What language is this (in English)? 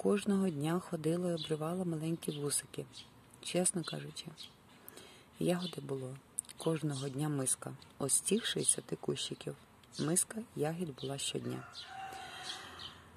Ukrainian